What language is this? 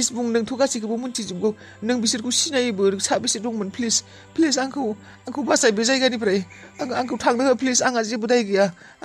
Bodo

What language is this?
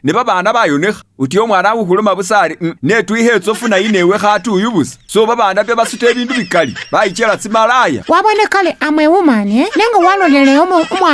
Masaaba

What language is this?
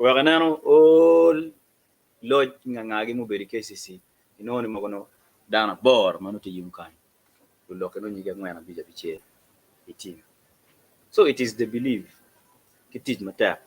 Acoli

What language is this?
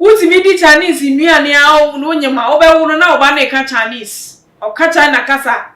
Akan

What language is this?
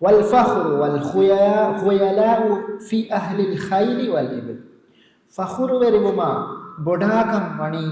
Divehi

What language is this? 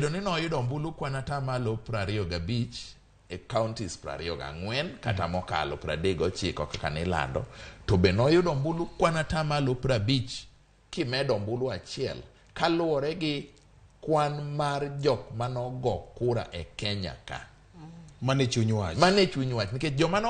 Luo (Kenya and Tanzania)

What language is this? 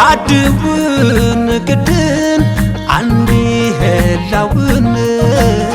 Tigrinya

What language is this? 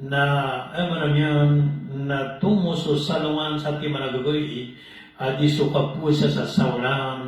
Maranao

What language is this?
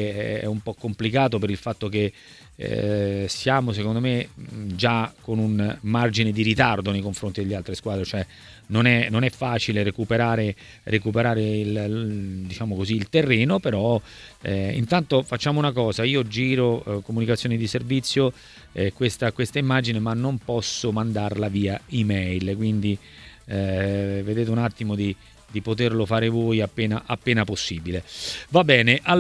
Italian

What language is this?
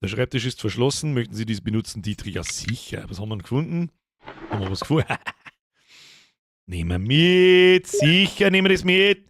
Bavarian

